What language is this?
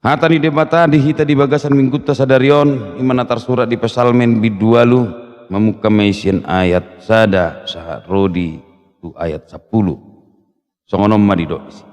Batak Toba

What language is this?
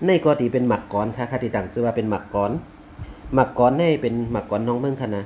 Shan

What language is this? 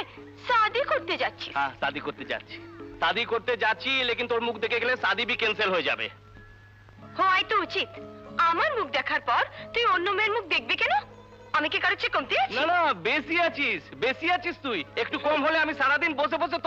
Bangla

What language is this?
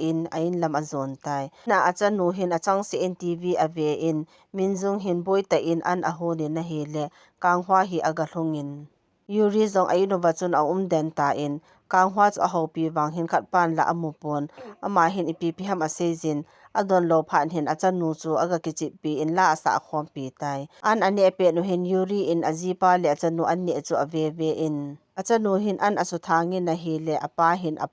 Thado Chin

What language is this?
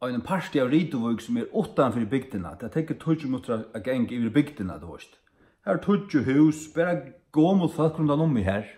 Faroese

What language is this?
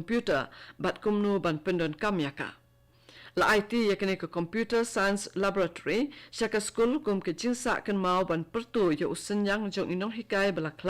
Khasi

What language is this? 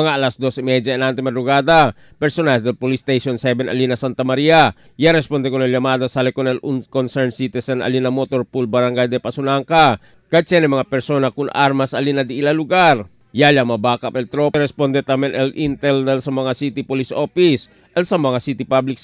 Chavacano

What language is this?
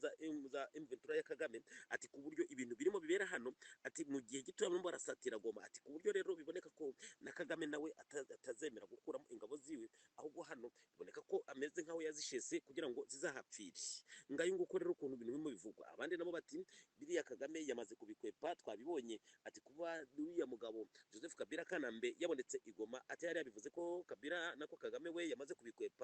Kinyarwanda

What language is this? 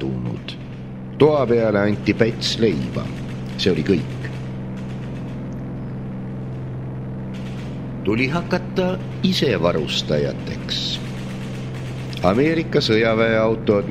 Estonian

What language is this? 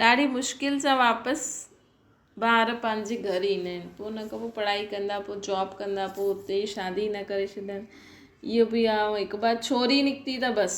Sindhi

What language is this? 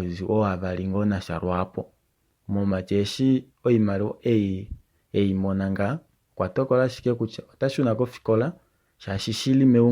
Kuanyama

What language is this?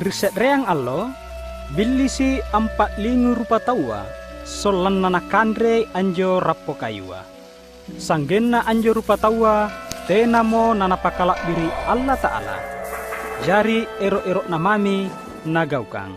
Makasar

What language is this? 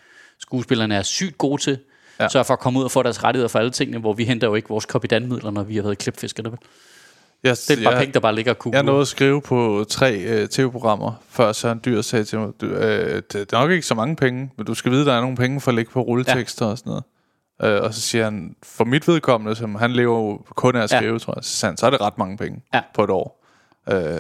Danish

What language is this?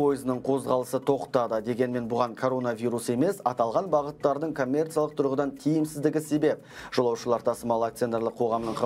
Kazakh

